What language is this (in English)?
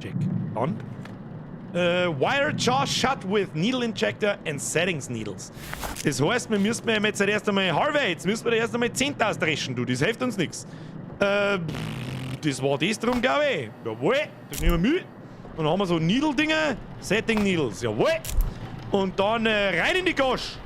Bavarian